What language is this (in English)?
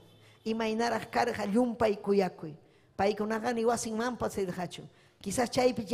Ayacucho Quechua